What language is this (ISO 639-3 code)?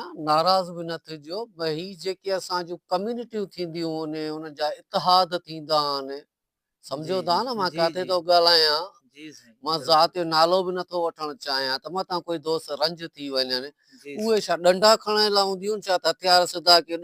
snd